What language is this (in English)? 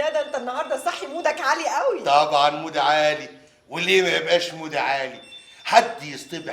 Egyptian Arabic